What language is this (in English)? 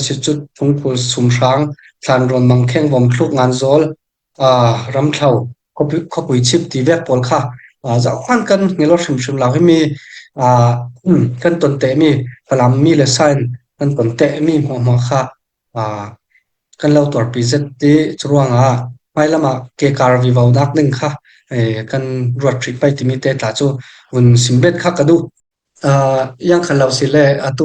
Falam Chin